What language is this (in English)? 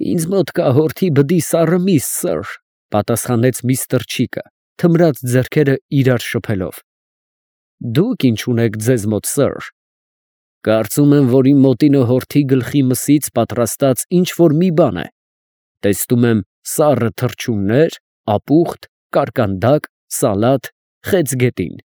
Armenian